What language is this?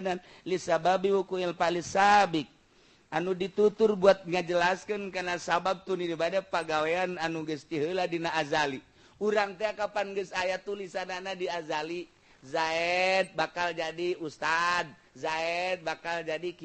Sundanese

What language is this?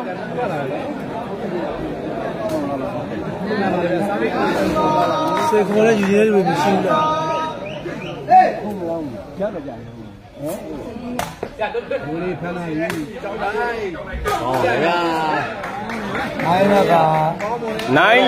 Burmese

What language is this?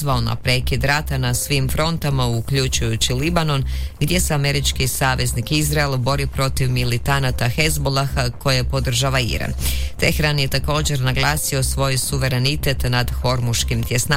Croatian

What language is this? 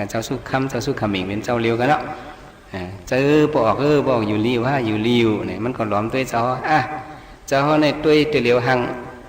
Shan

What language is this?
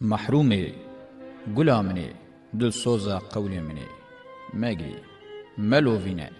Kurdish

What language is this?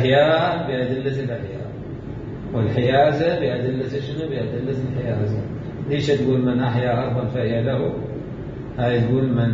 Mesopotamian Arabic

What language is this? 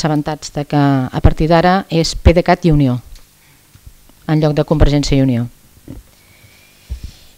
Catalan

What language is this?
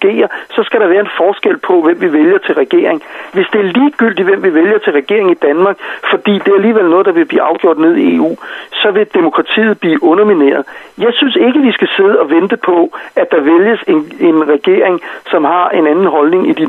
Danish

